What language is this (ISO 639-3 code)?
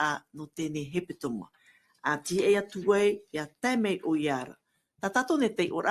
tah